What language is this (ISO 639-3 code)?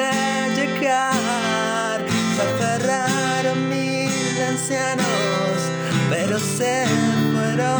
spa